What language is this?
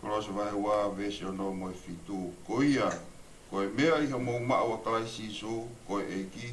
Tongan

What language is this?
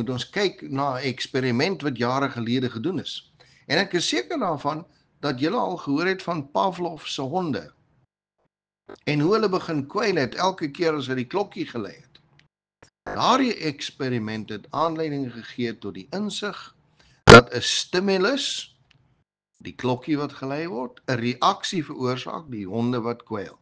Afrikaans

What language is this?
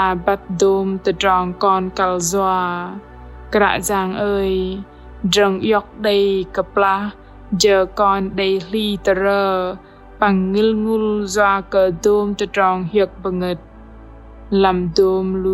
Bahnar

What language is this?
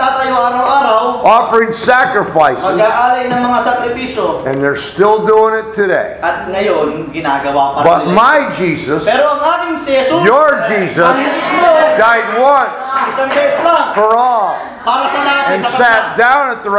Filipino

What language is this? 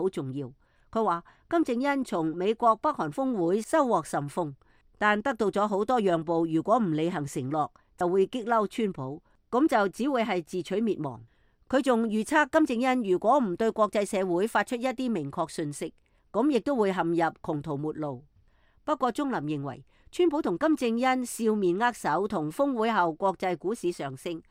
Cantonese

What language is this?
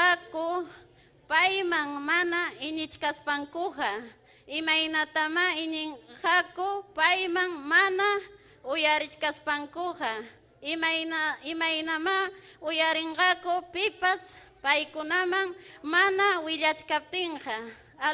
Ayacucho Quechua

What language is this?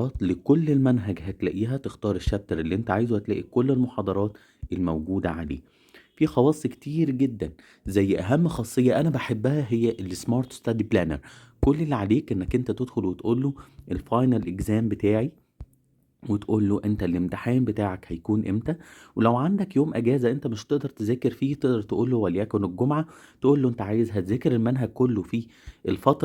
Egyptian Arabic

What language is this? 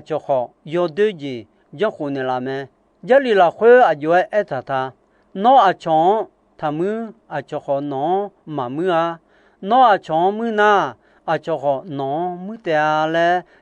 Akha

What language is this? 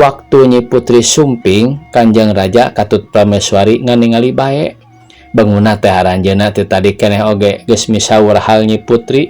Sundanese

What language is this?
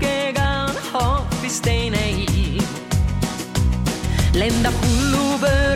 Estonian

